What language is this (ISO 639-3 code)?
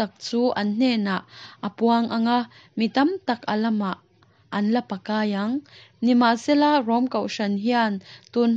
lus